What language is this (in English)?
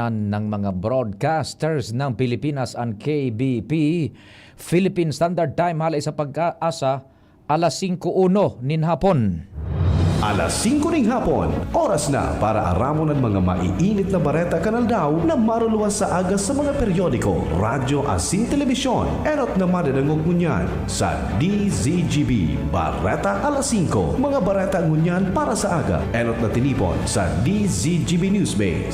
Bikol